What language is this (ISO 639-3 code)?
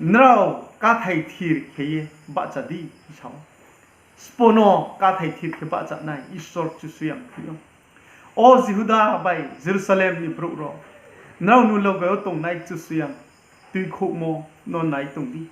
ria